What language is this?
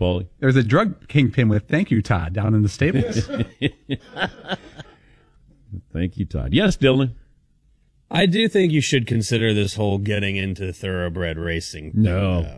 English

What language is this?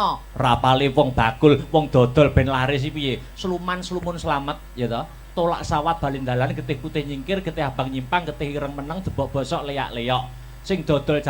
Javanese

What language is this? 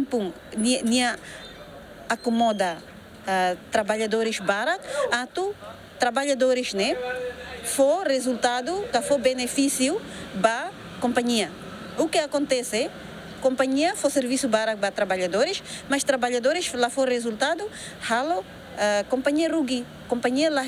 Tetum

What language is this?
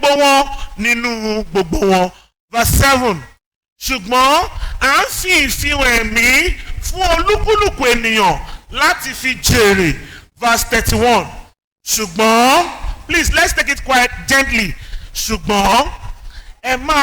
Yoruba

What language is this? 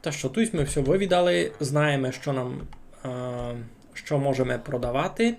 Rusyn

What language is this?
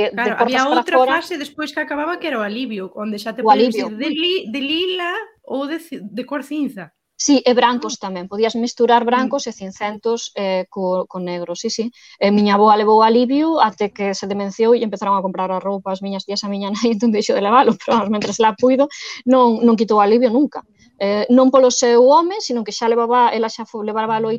Galician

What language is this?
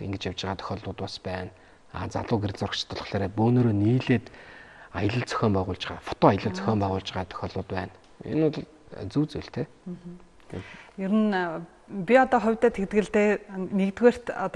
Mongolian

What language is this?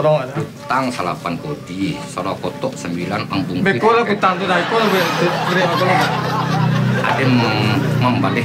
Minangkabau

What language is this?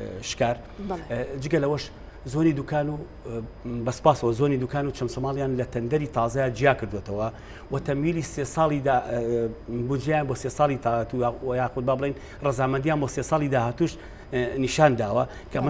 Central Kurdish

